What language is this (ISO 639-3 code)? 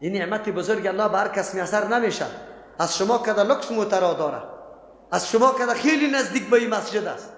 fas